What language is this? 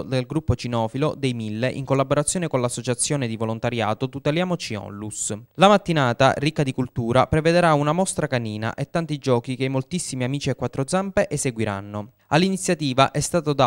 Italian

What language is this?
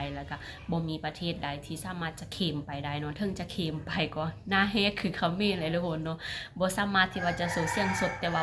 Lao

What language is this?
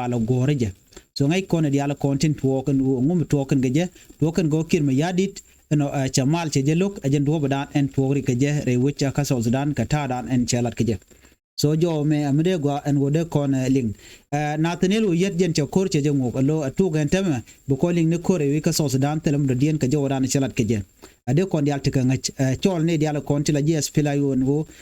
Nuer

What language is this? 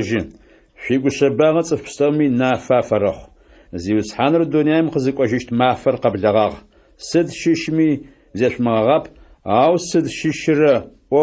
Adyghe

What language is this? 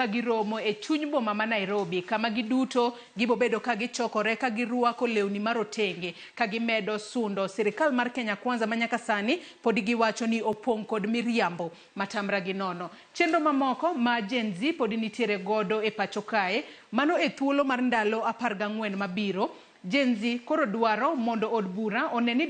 Luo (Kenya and Tanzania)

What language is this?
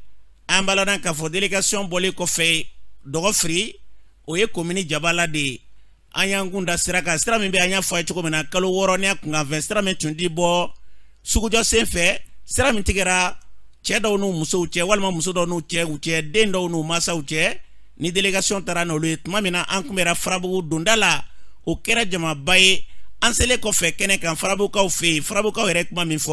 Bambara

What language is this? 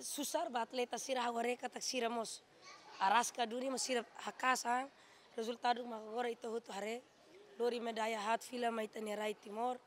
Tetum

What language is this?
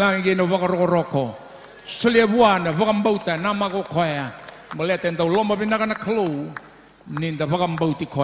Fijian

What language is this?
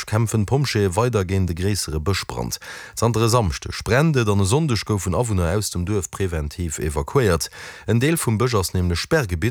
Luxembourgish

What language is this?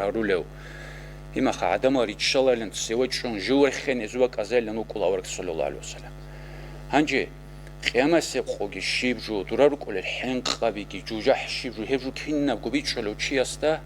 Avaric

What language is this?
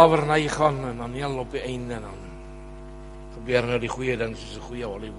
Afrikaans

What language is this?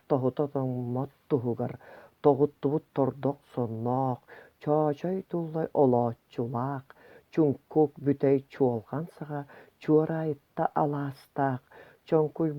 Yakut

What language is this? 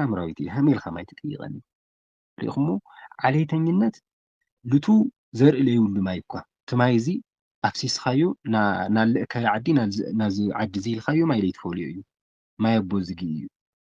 Tigrinya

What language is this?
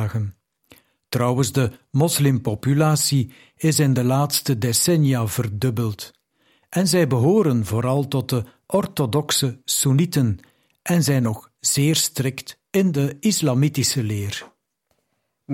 Dutch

